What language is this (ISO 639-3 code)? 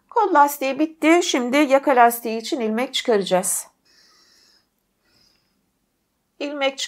tur